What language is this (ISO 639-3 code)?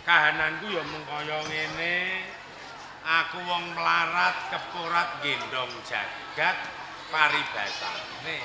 jav